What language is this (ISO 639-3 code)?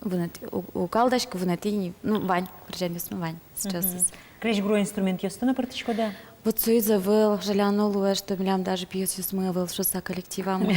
udm